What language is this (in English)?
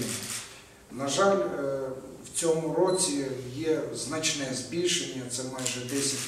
Ukrainian